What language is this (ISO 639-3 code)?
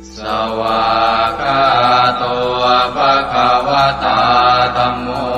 pli